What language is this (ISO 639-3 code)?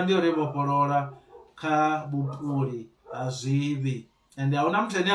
ven